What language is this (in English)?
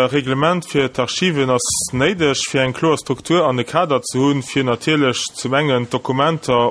Luxembourgish